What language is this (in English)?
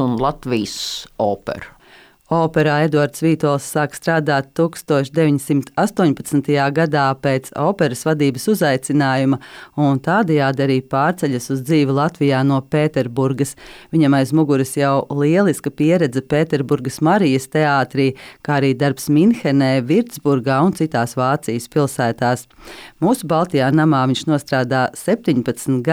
Latvian